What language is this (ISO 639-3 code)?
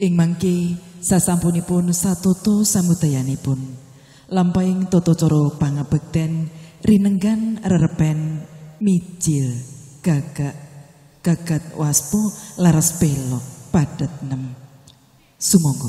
jav